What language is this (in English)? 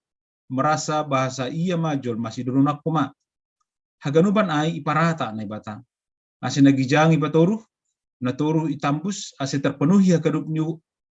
Batak Simalungun